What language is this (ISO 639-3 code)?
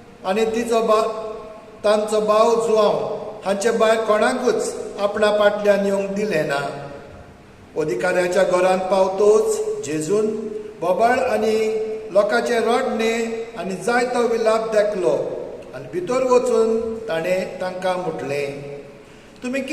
kok